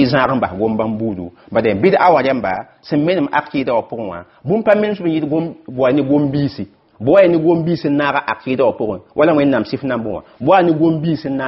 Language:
Mossi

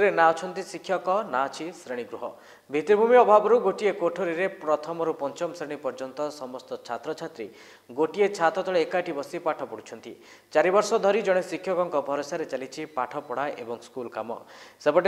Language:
Odia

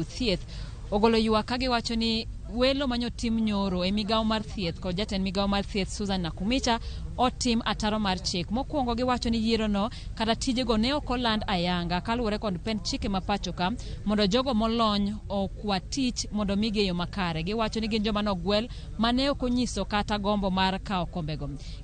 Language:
Luo (Kenya and Tanzania)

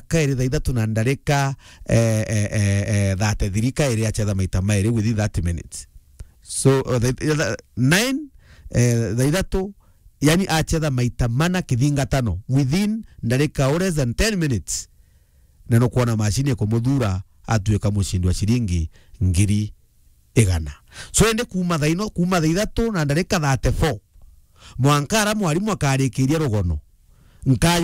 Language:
Meru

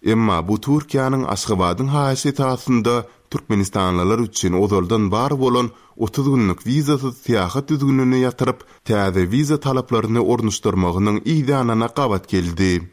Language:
Turkmen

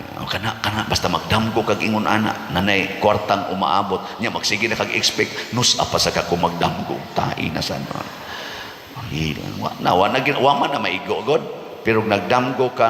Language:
Cebuano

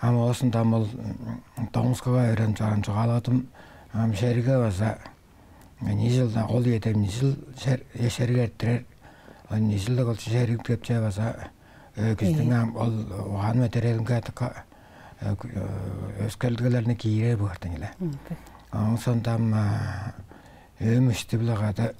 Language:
Tuvinian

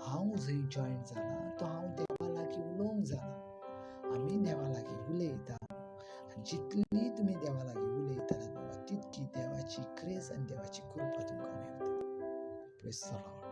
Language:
Konkani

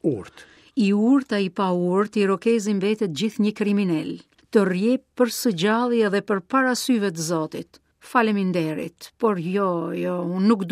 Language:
Albanian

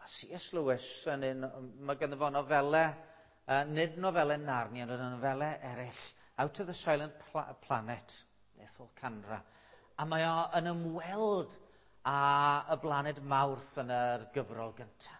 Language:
Welsh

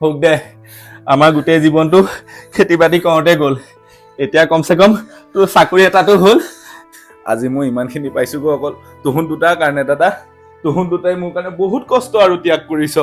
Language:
Assamese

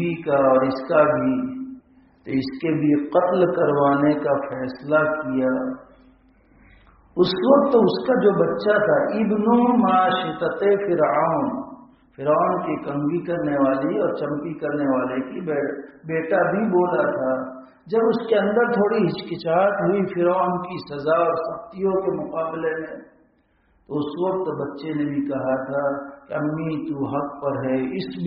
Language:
Urdu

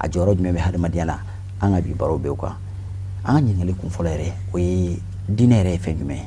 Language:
Bambara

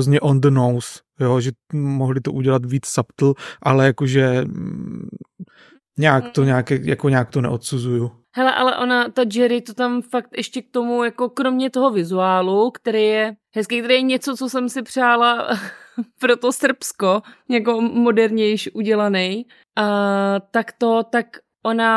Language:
Czech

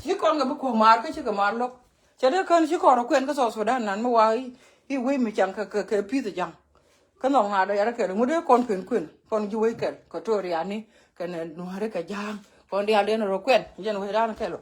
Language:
Nuer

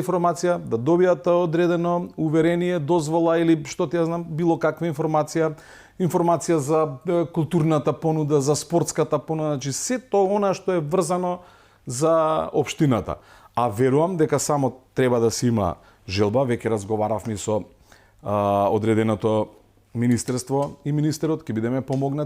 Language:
Macedonian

